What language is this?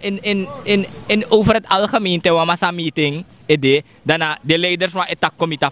Sranan Tongo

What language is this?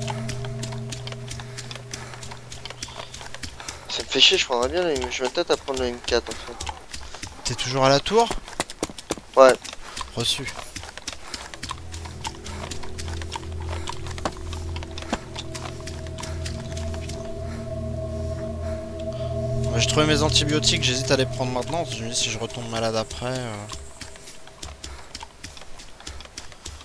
French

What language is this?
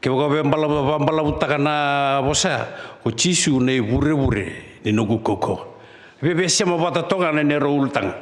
Fijian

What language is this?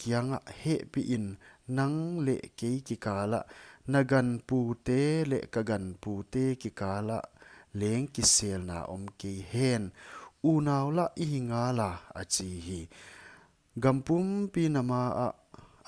Paite Chin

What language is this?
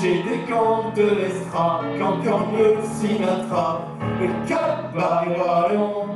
Picard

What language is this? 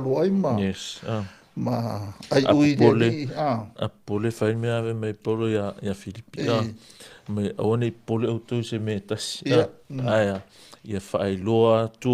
Samoan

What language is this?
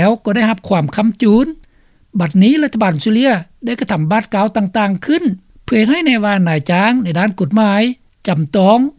Lao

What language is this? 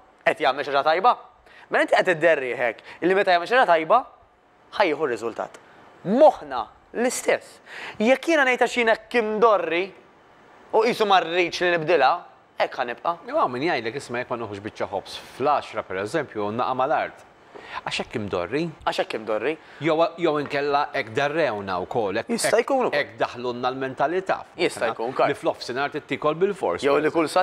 Maltese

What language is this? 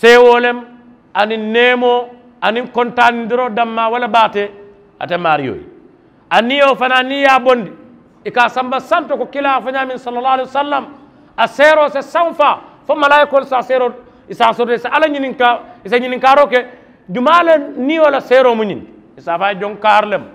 Mandingo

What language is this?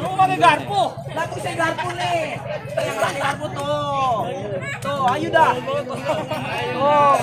Betawi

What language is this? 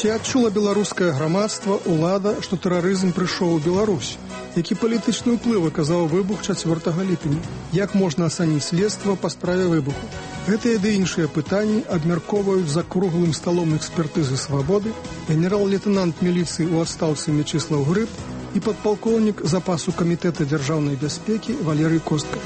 Belarusian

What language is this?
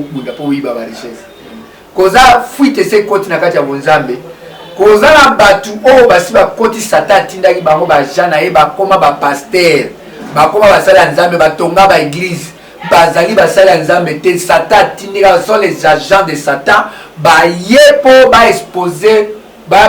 Lingala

